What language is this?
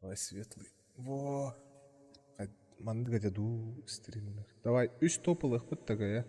Yakut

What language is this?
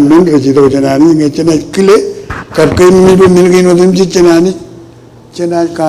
Marshallese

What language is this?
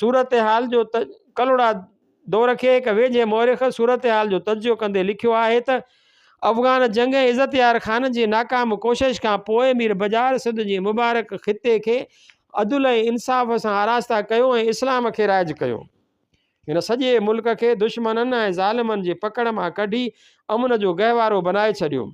Sindhi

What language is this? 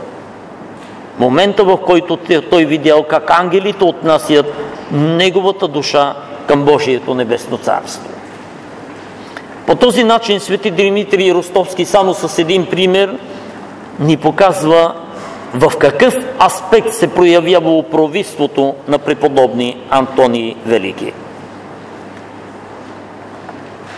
Bulgarian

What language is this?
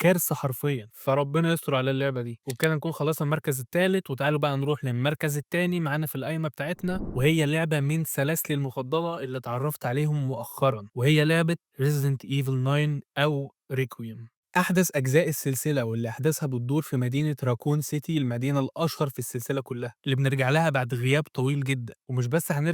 Egyptian Arabic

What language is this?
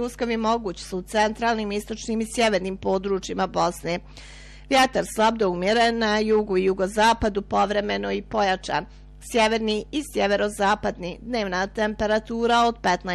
Bosnian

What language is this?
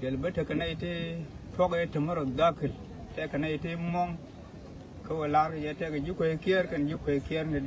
Nuer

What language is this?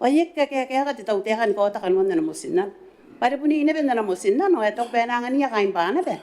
Gilbertese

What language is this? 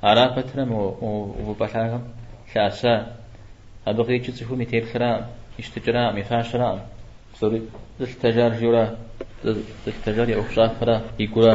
Kabardian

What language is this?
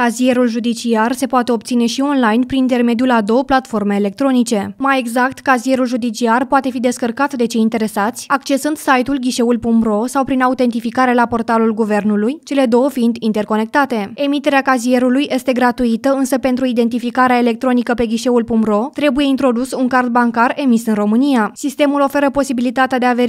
Romanian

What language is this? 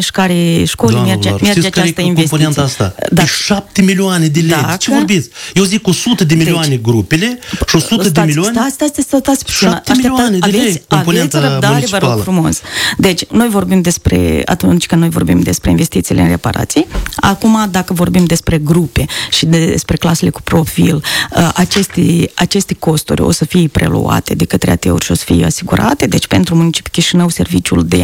Romanian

